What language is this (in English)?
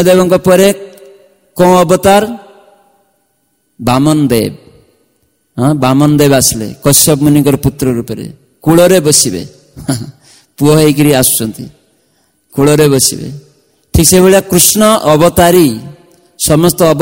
Odia